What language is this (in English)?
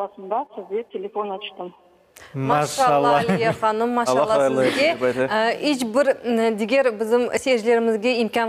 Crimean Tatar